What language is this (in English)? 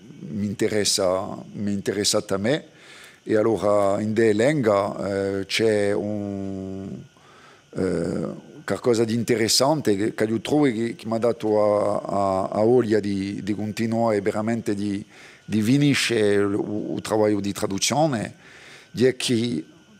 Corsican